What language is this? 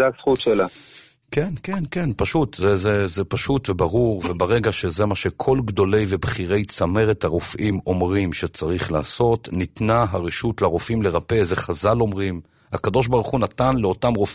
Hebrew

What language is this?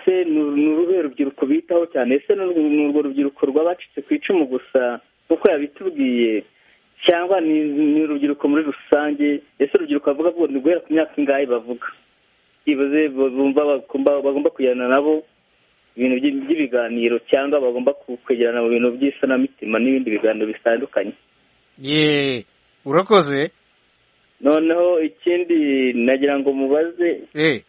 Kinyarwanda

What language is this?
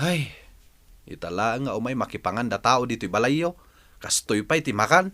Iloko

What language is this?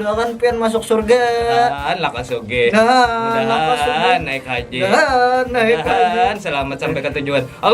Banjar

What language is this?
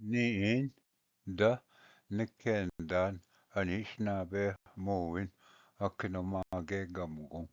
Ojibwa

